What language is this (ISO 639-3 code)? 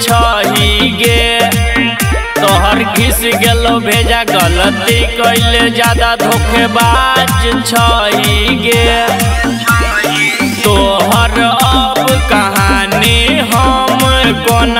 bho